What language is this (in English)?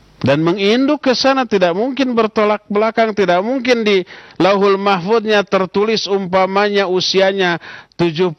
Indonesian